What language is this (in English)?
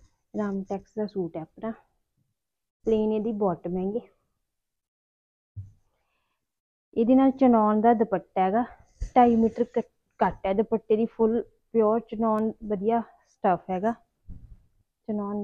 Punjabi